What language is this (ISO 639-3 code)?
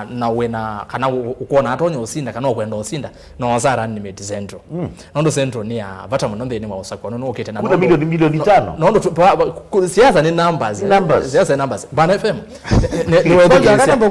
kam